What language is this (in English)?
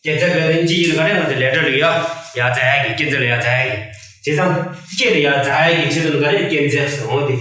Tibetan